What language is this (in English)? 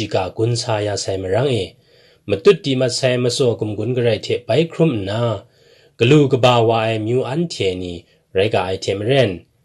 Kachin